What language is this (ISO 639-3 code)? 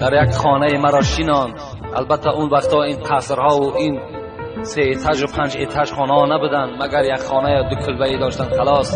tgk